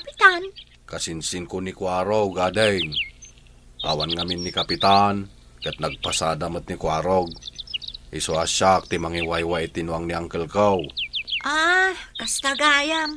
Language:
Iloko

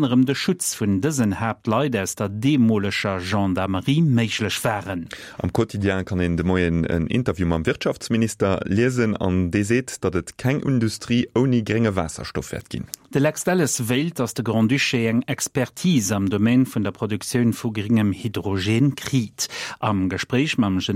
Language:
Luxembourgish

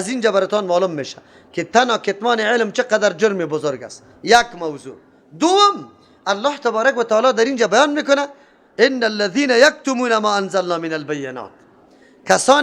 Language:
Persian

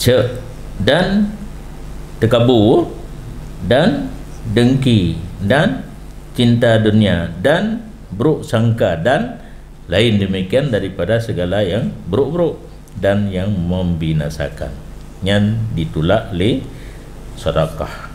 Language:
Achinese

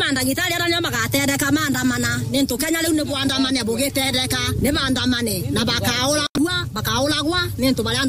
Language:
Meru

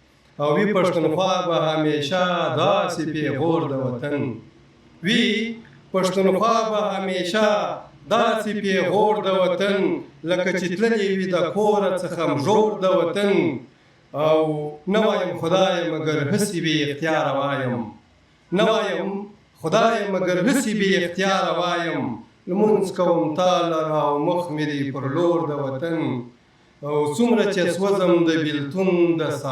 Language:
Pashto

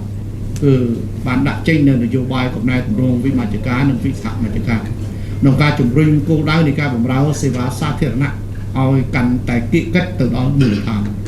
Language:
Khmer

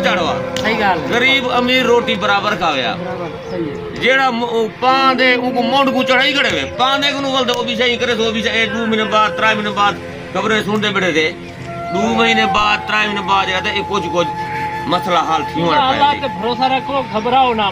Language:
Saraiki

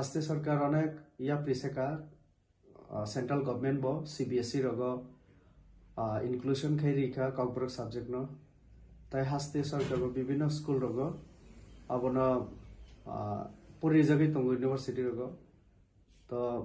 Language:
Kok Borok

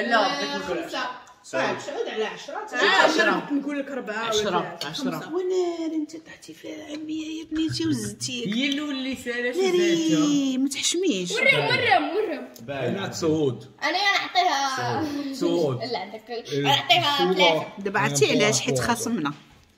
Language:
Moroccan Arabic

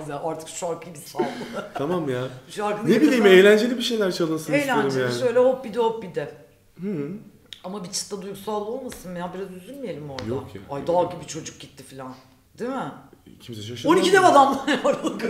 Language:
Turkish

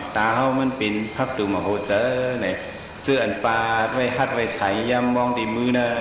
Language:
Shan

